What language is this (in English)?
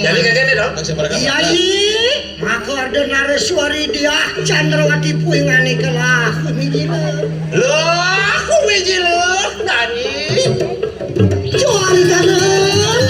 Balinese